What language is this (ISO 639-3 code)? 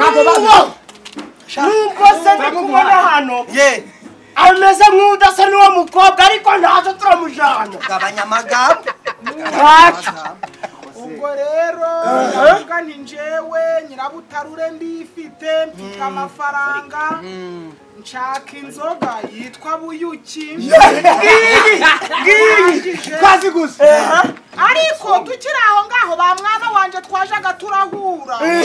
kin